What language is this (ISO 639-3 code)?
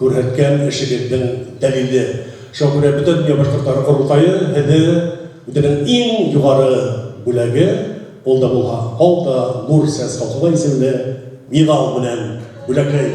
bak